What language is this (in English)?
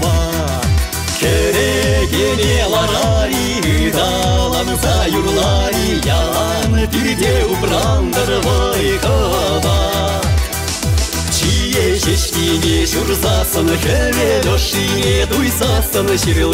Chuvash